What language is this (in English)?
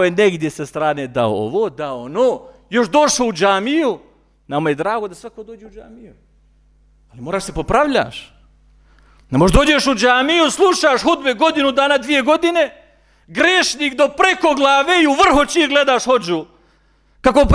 Bosnian